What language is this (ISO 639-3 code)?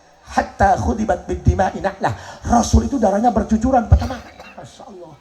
sun